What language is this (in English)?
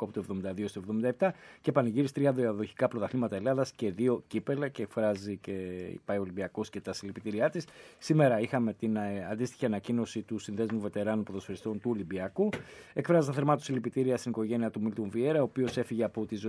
Greek